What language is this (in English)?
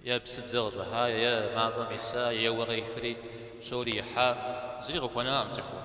Kabardian